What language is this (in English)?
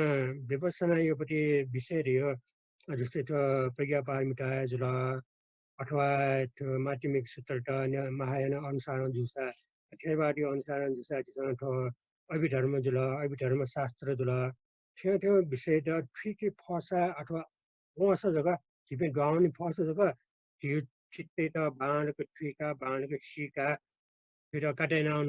Newari